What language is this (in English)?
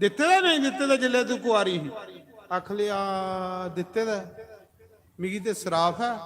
Dogri